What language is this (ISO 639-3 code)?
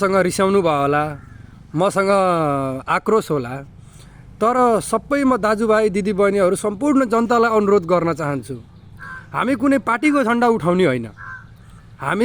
nep